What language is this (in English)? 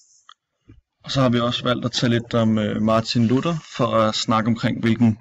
Danish